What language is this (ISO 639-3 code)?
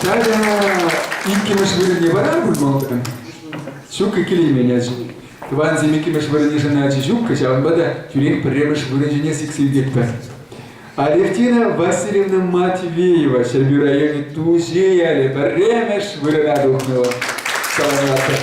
chv